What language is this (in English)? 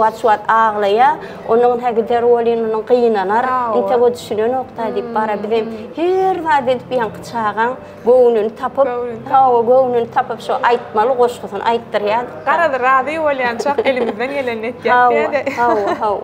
Turkmen